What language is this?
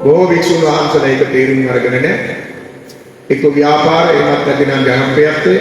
Sinhala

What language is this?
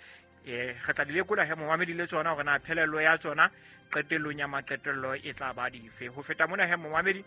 Southern Sotho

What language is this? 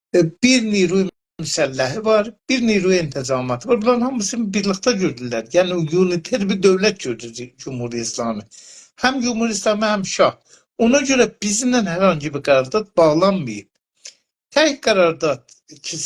South Azerbaijani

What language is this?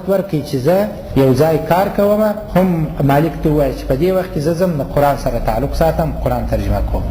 Pashto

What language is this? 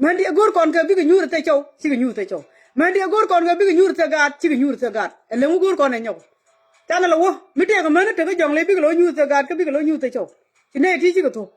Nuer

